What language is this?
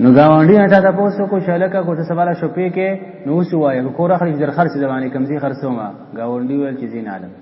Pashto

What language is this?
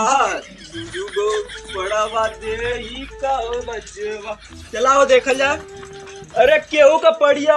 Awadhi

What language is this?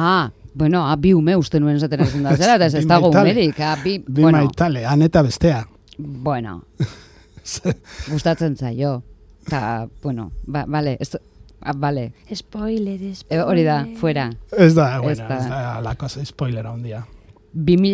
Basque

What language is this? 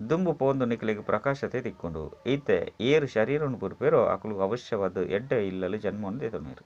Tulu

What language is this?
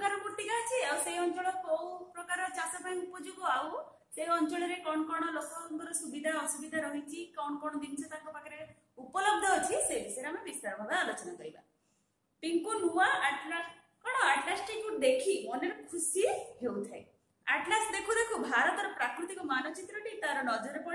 Odia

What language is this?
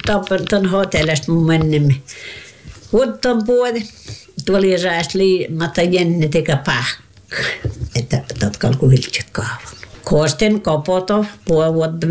Finnish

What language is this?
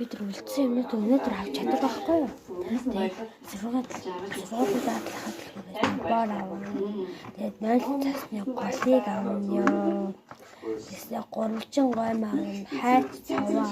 Mongolian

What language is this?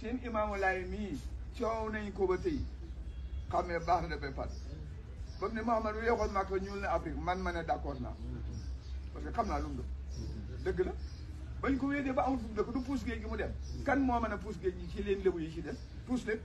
Wolof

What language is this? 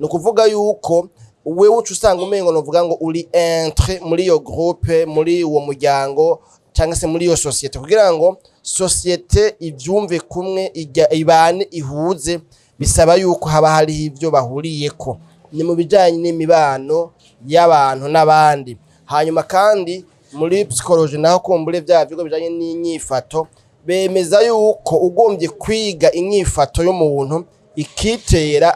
Rundi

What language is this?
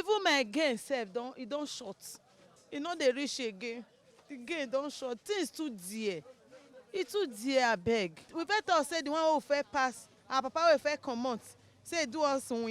Nigerian Pidgin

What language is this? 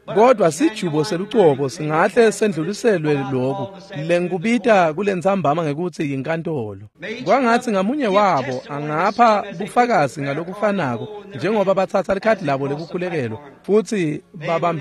Swati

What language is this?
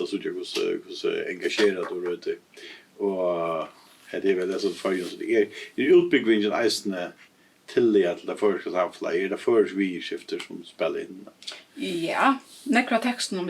Faroese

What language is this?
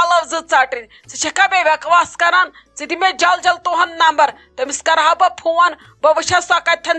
Kashmiri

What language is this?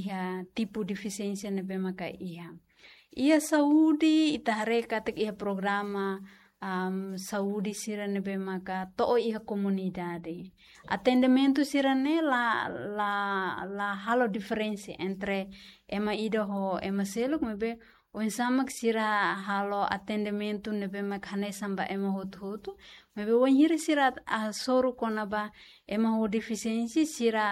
Tetum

